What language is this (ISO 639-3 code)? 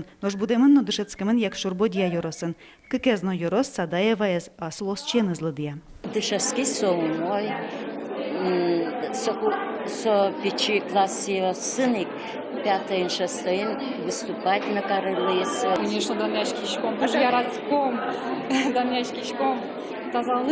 udm